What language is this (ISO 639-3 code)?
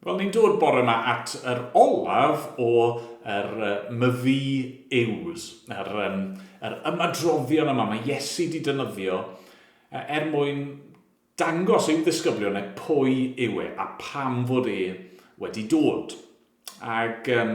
cym